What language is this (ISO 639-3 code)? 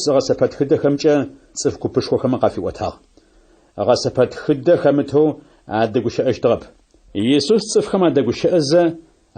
ady